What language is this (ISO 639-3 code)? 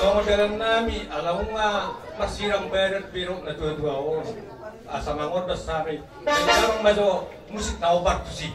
bbc